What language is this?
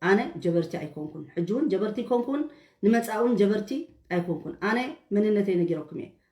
Tigrinya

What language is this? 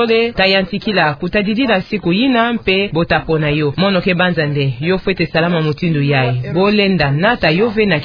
Kituba (Democratic Republic of Congo)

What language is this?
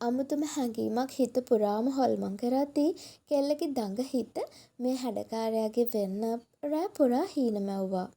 Sinhala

